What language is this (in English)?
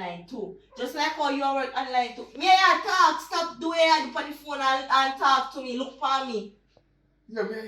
Jamaican Creole English